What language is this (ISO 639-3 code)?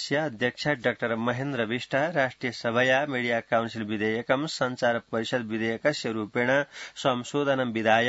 san